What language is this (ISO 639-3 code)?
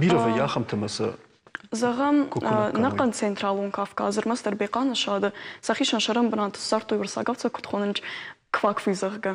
oss